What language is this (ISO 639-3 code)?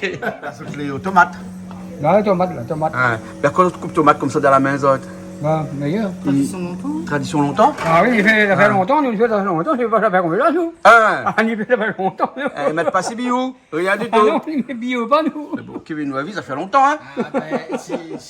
rcf